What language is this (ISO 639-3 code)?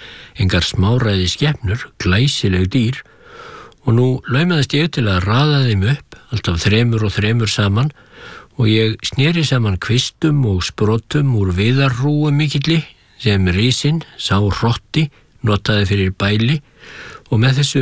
isl